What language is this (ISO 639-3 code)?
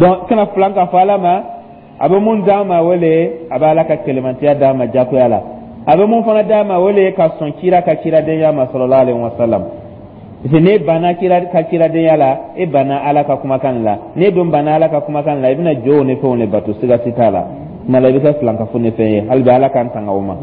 dyu